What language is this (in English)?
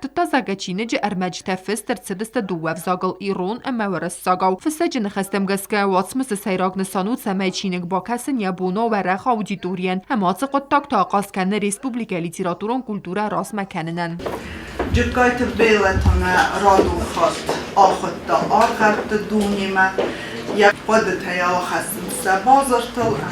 Ossetic